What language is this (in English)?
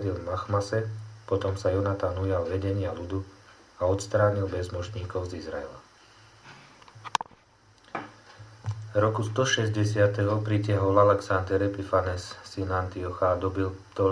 Slovak